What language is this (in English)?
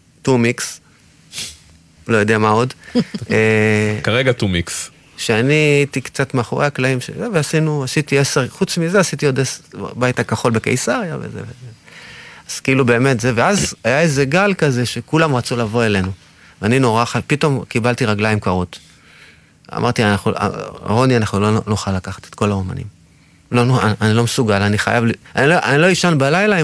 Hebrew